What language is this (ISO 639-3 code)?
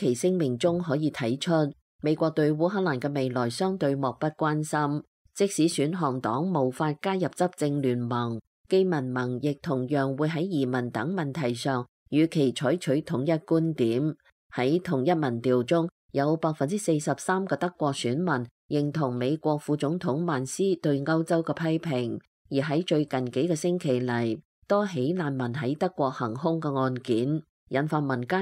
yue